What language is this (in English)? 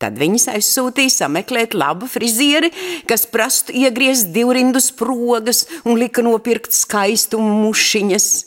Latvian